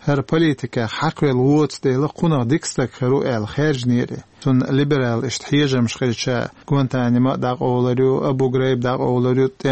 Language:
Chechen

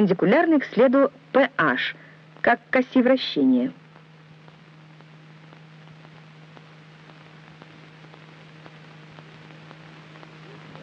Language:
Russian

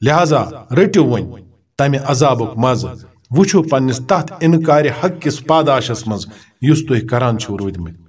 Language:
Kashmiri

